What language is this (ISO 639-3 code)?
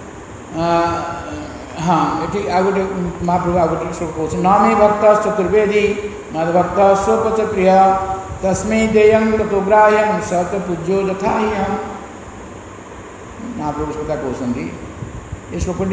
ori